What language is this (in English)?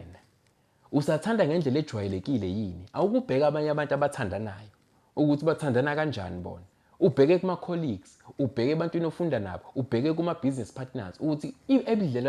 Zulu